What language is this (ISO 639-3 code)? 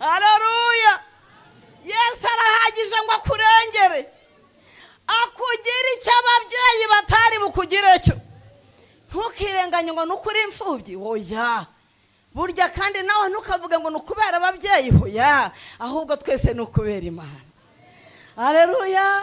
kin